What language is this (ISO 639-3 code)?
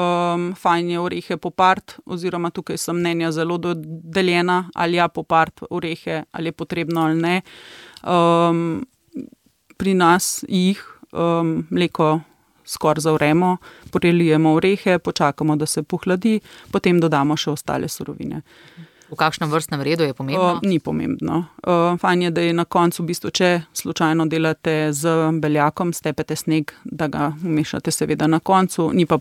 slv